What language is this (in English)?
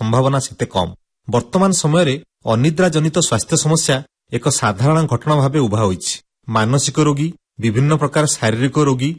Odia